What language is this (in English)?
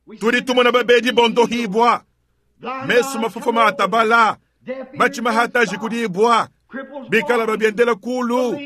Luba-Lulua